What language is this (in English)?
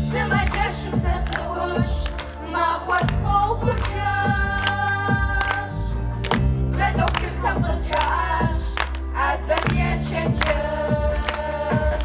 Kabardian